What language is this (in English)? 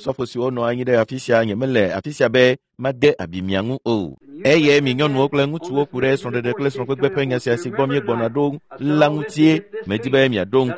Ewe